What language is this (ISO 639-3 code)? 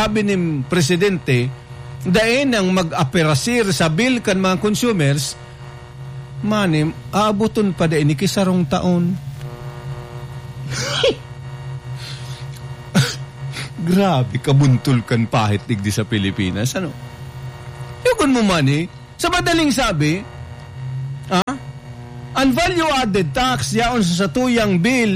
bik